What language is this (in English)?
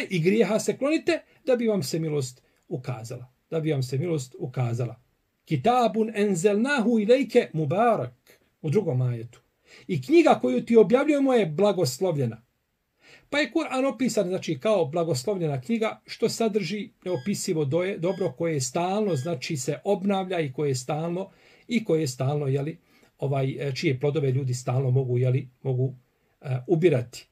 Bosnian